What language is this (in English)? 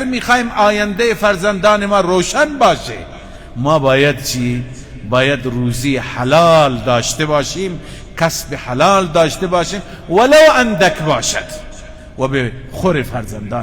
Persian